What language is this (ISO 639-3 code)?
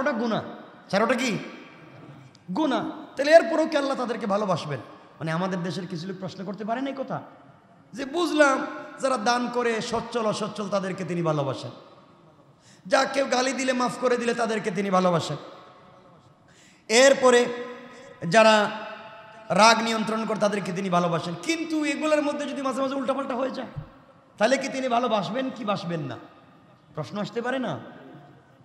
ben